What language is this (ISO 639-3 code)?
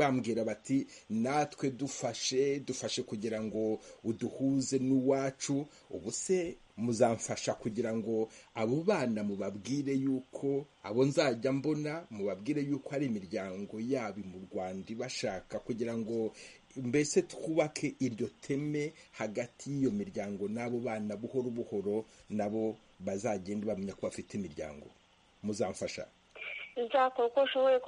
kin